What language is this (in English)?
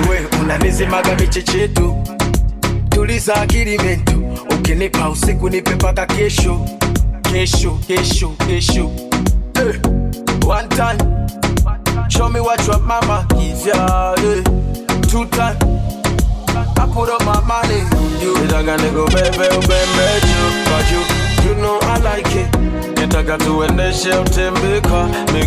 Swahili